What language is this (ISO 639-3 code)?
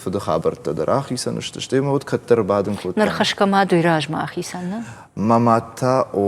oss